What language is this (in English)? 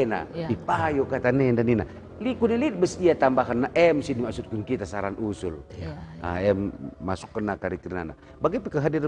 Batak Karo